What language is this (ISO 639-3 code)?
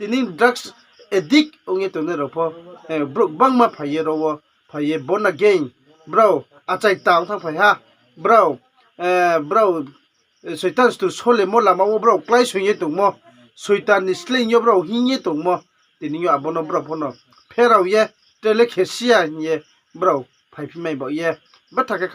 ria